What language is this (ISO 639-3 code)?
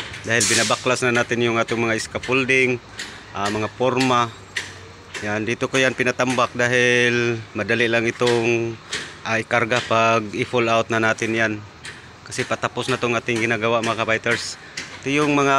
fil